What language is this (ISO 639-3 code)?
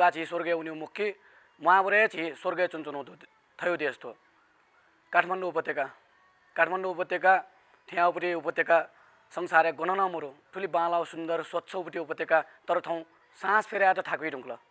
new